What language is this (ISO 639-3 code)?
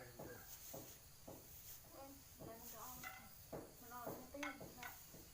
lao